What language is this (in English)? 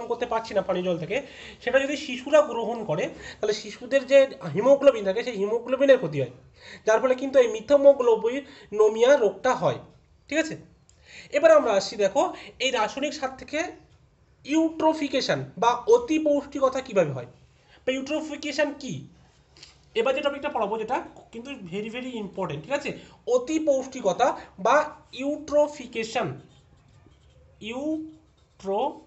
Bangla